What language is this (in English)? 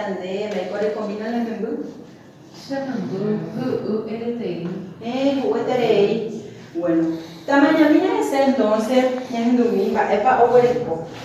Guarani